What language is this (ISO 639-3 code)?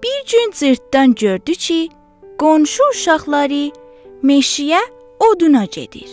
azb